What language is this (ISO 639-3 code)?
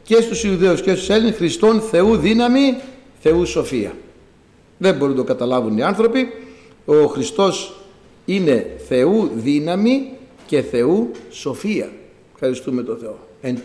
ell